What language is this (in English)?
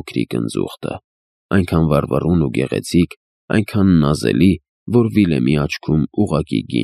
Armenian